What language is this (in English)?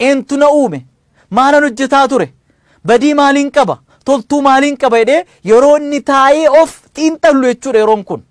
Oromo